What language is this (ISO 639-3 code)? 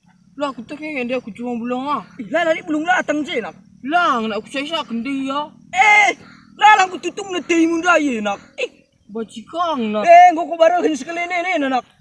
btx